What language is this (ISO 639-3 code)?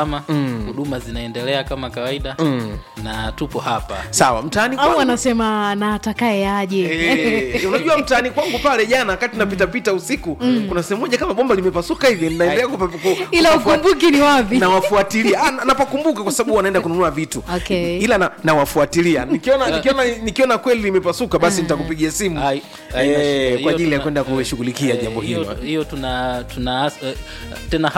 swa